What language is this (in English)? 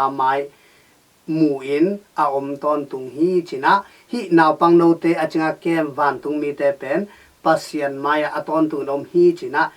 Tedim Chin